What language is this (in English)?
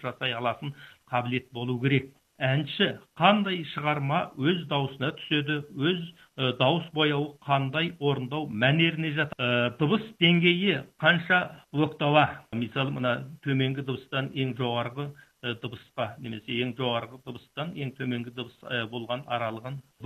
Kazakh